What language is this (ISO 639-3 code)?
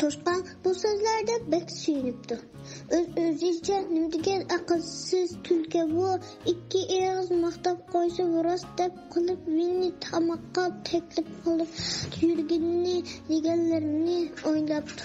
uig